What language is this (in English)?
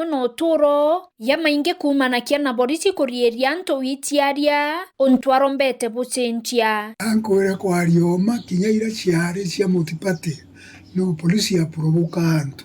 Meru